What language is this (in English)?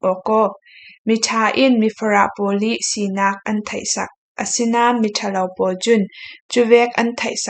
Falam Chin